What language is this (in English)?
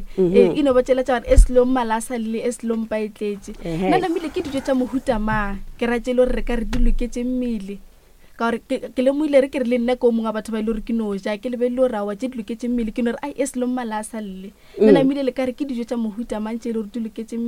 Northern Sotho